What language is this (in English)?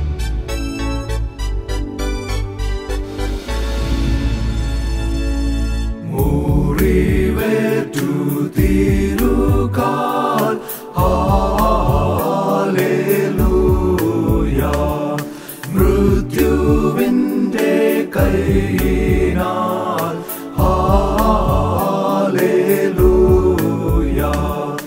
Malayalam